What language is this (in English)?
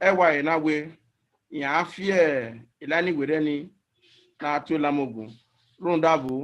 Bini